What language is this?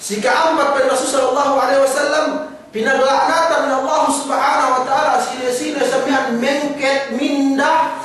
Yakan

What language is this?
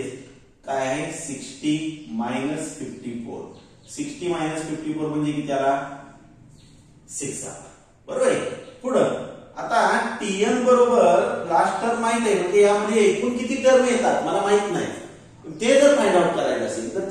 Marathi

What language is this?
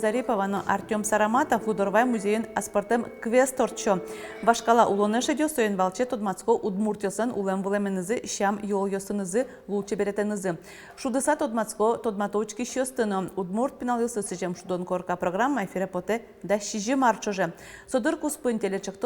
Udmurt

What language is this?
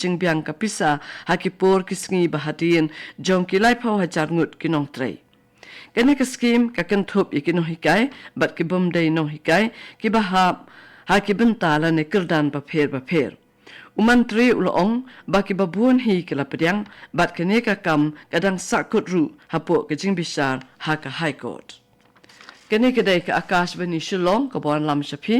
Khasi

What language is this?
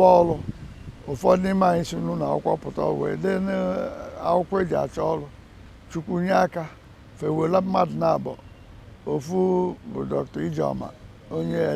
Igbo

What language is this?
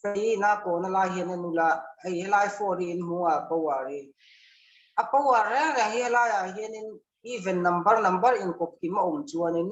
Mizo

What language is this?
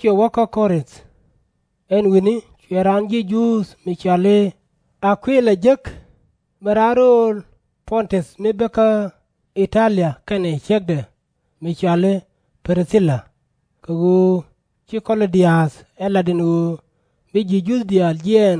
Nuer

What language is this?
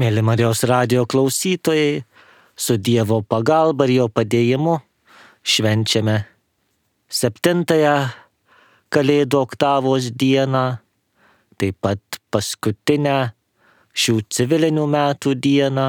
Lithuanian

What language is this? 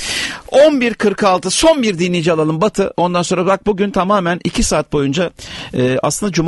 Turkish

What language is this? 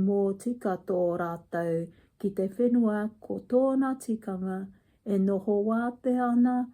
Māori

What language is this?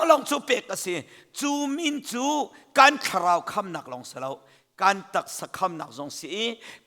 Hakha Chin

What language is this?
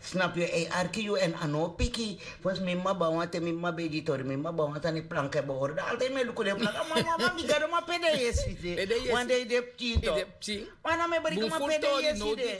Sranan Tongo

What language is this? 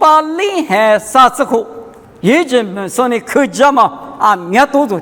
Lisu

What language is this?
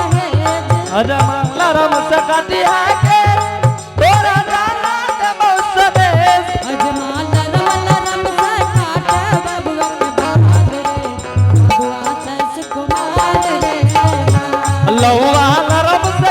Angika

